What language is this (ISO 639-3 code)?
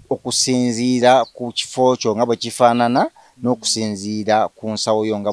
lug